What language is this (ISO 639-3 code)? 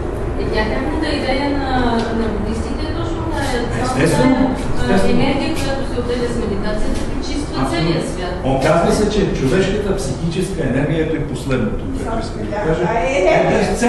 bul